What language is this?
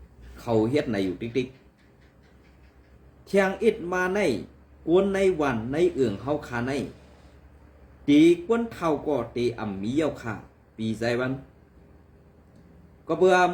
Shan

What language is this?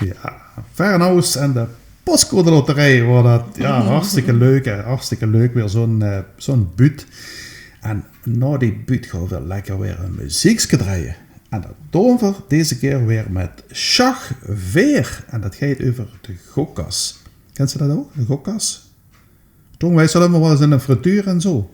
Limburgish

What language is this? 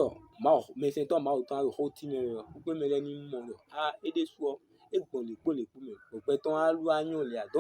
Fon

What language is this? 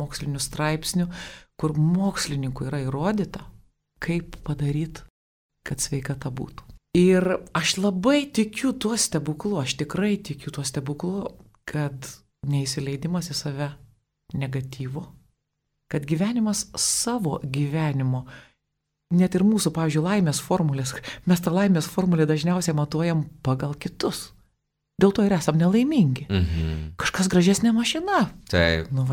Lithuanian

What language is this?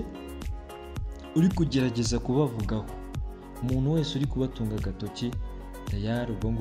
Kinyarwanda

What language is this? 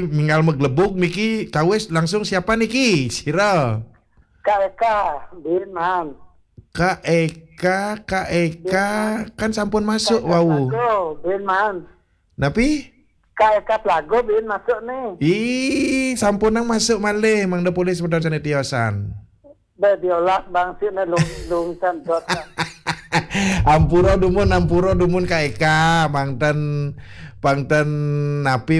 Balinese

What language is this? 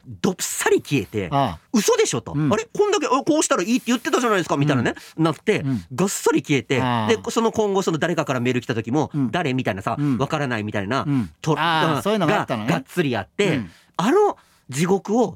Japanese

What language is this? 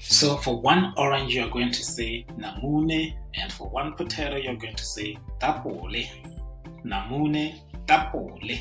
Tswana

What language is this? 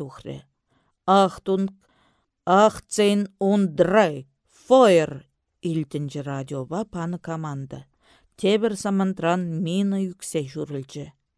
Chuvash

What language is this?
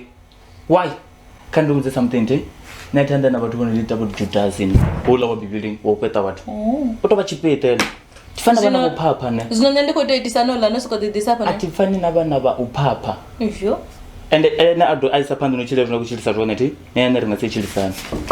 Venda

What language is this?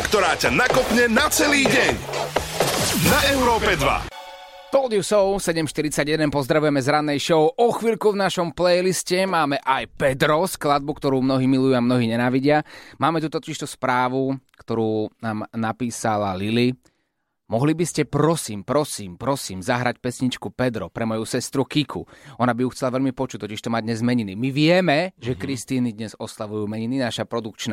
Slovak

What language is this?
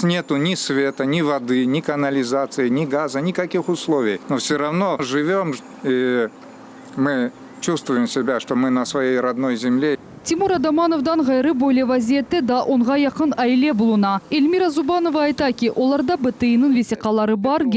Crimean Tatar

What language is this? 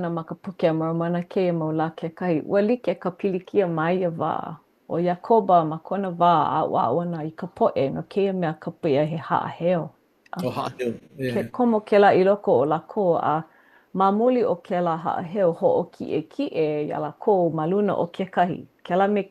Hawaiian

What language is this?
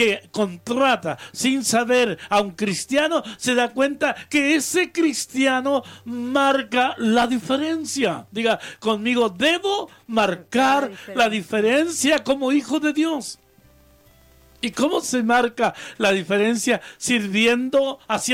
Spanish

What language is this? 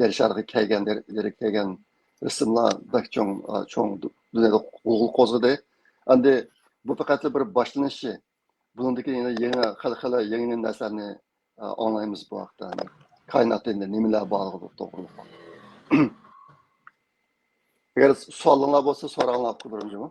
Uyghur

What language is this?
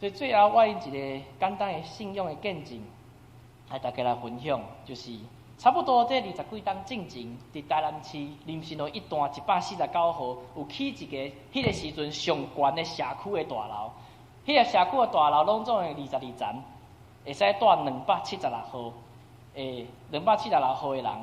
Min Nan Chinese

